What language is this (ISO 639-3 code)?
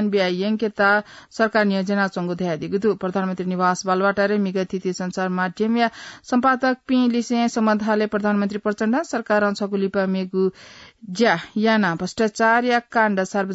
new